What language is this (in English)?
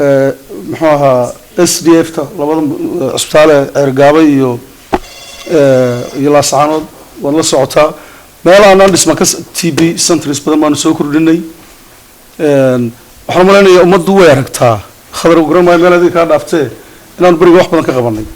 Somali